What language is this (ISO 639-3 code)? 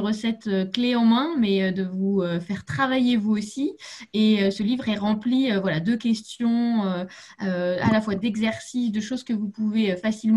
fra